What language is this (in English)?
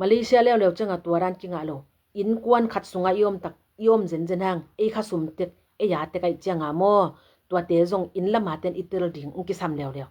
Tedim Chin